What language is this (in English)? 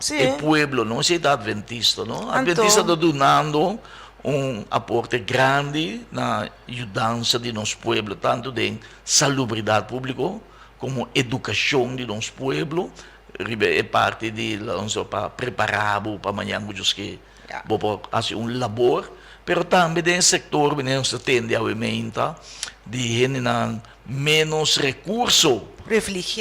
Papiamento